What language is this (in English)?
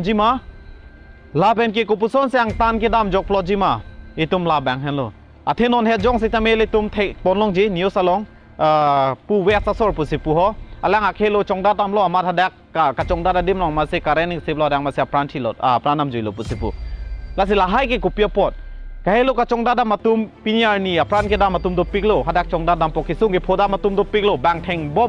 Karbi